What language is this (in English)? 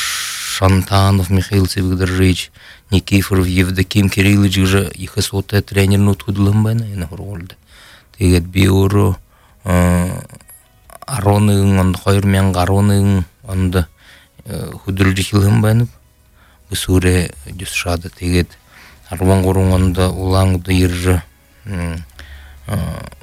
Buriat